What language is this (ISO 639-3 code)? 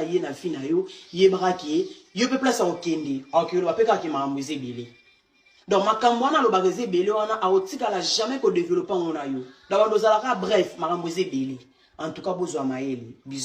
lin